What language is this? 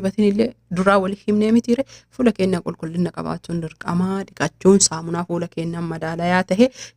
Oromo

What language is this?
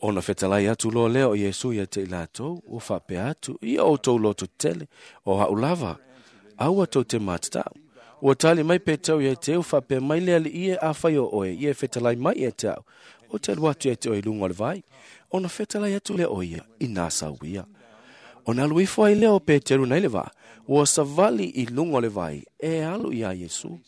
Samoan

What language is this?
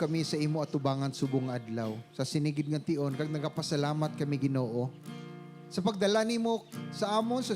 Hiligaynon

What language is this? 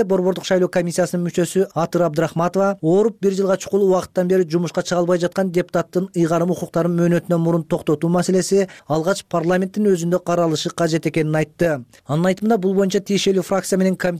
Kyrgyz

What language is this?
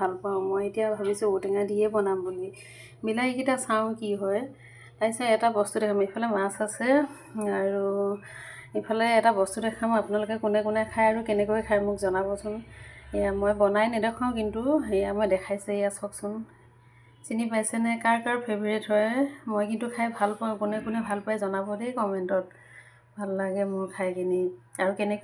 Assamese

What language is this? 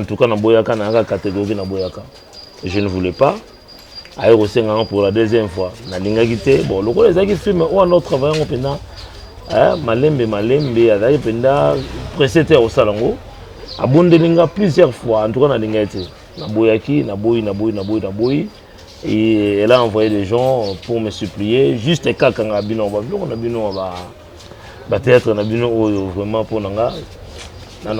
Lingala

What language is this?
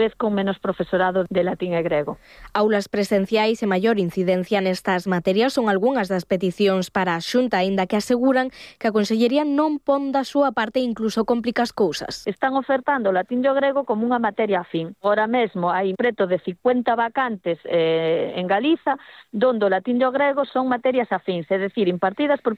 Galician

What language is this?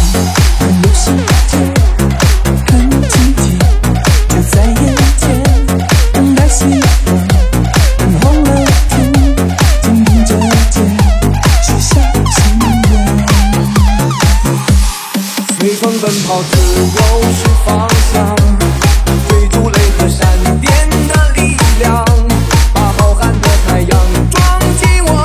Chinese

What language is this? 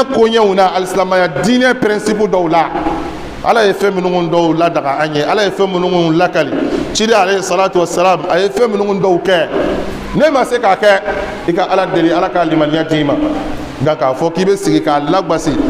Bambara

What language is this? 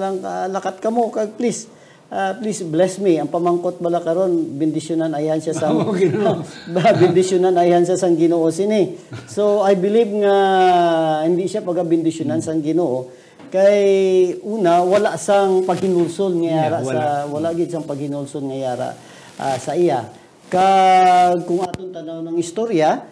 Hiligaynon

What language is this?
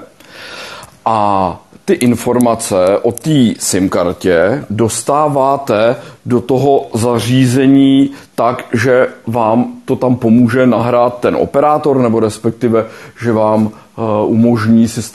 Czech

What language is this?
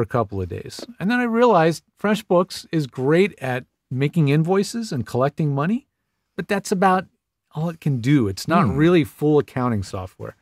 English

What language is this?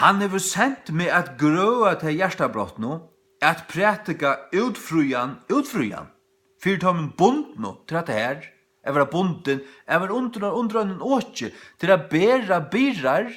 Faroese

